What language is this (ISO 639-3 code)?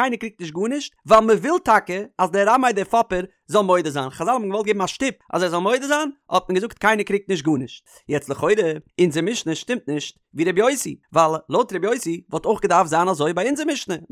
yid